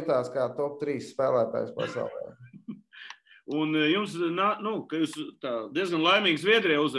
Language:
Latvian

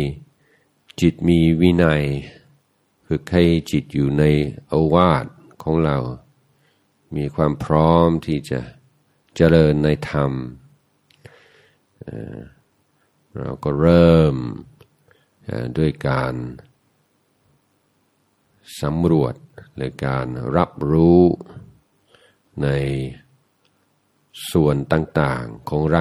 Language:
Thai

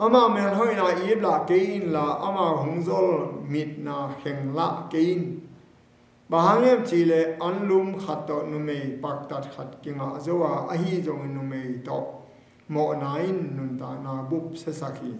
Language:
Tedim Chin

